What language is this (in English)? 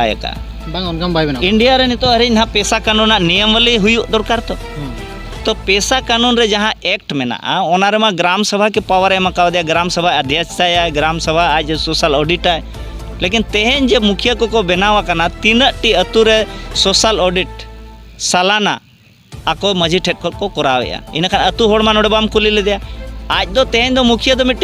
Santali